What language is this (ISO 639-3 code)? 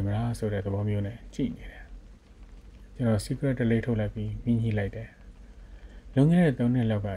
mya